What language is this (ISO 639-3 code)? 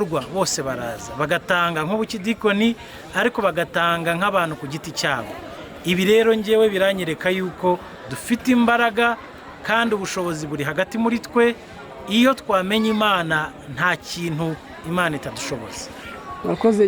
kin